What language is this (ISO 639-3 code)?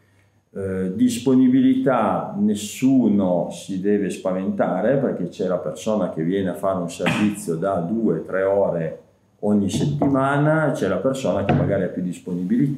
ita